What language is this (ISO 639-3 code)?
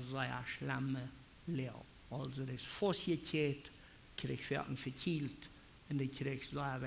pdt